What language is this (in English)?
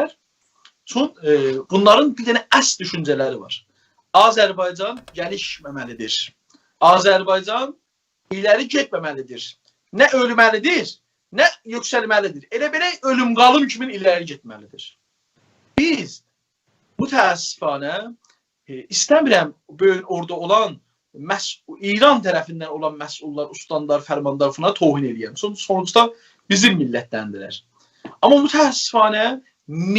South Azerbaijani